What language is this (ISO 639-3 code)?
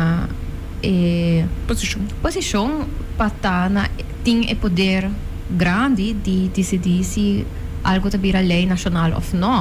pap